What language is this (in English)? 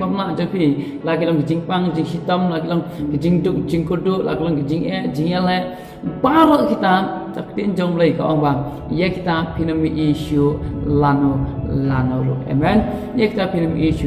Khasi